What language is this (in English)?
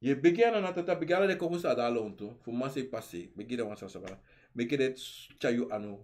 Sranan Tongo